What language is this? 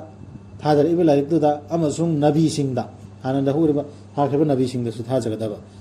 Manipuri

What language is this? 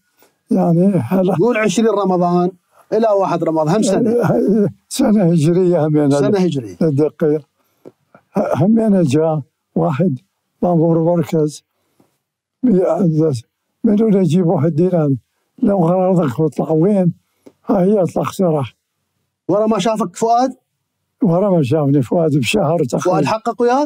Mesopotamian Arabic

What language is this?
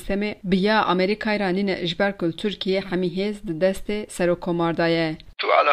Kurdish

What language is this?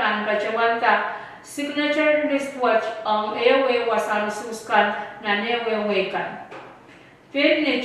Pohnpeian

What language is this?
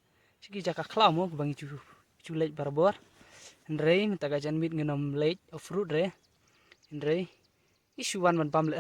Khasi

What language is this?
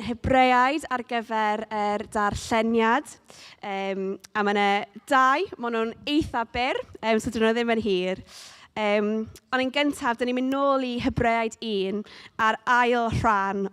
Welsh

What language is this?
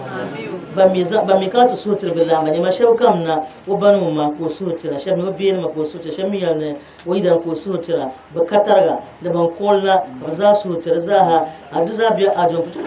Dagbani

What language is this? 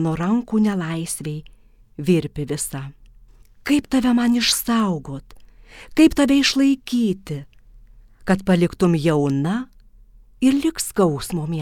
Lithuanian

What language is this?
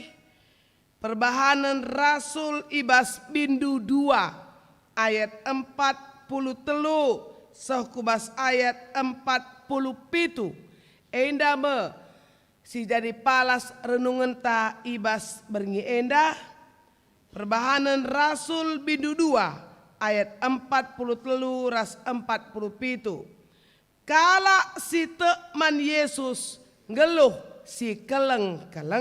Batak Karo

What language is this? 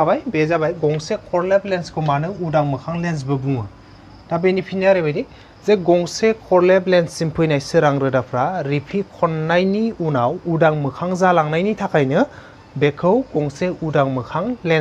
Bodo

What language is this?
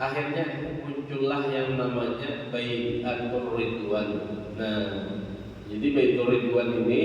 Banjar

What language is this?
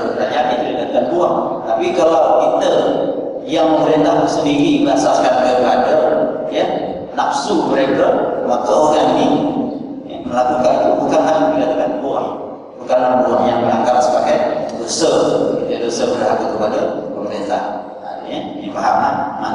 Malay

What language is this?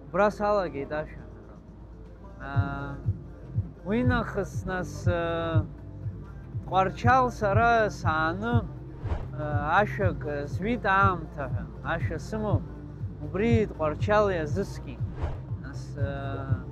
Abkhazian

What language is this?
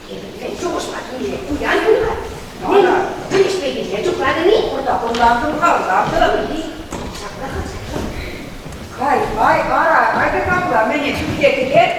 Chuvash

